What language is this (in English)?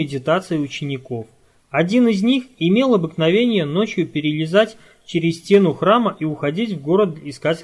Russian